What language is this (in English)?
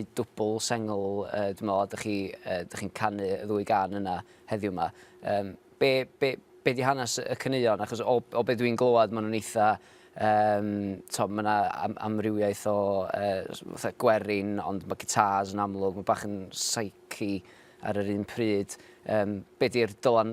Welsh